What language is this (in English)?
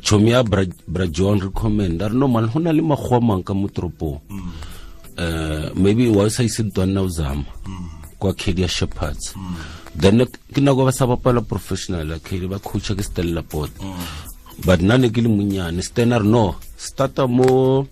Tswana